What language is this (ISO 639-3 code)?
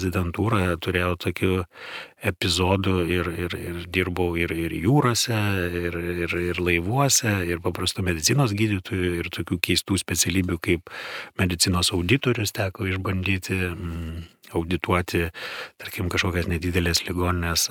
lit